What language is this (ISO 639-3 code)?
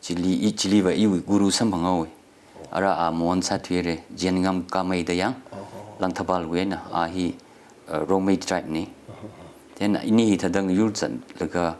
nmf